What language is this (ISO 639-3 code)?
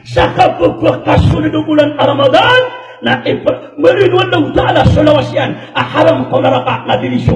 mrw